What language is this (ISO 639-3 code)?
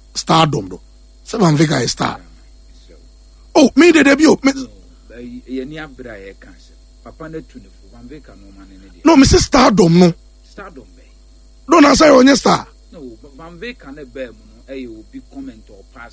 aka